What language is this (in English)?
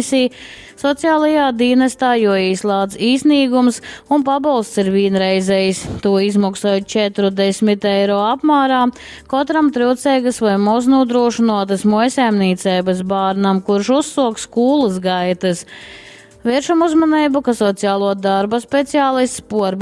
Latgalian